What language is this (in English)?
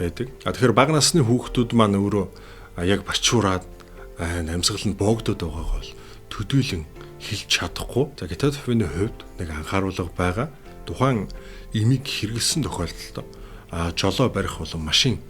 Mongolian